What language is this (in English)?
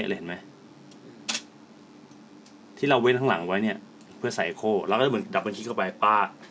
Thai